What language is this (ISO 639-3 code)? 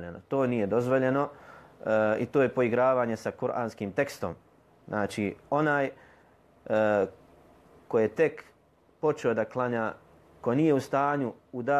bos